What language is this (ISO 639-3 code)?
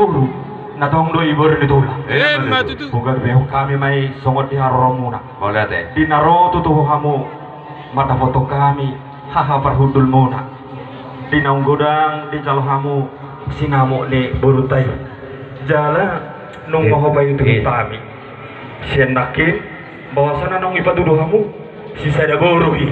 bbc